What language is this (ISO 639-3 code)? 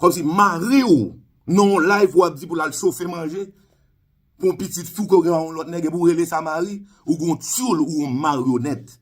hat